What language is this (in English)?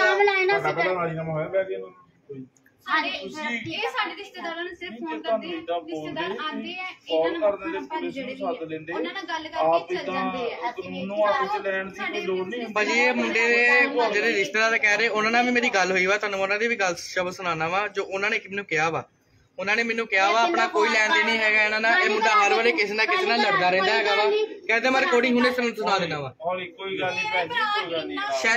Punjabi